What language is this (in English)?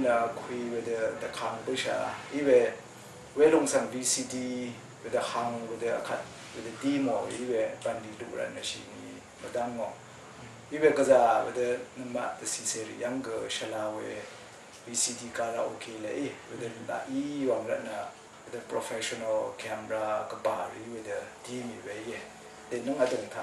Rawang